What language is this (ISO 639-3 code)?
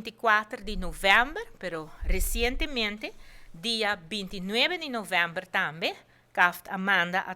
pap